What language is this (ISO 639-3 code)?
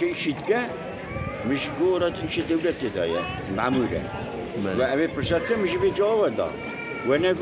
kur